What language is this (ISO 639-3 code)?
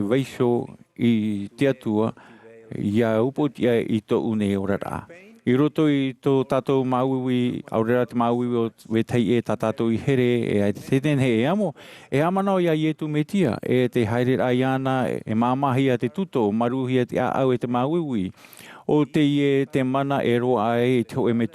tah